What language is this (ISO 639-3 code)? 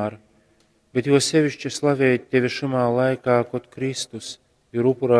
ltg